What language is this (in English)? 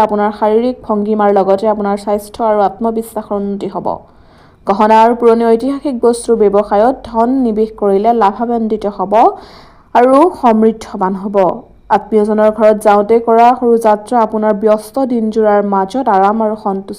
Assamese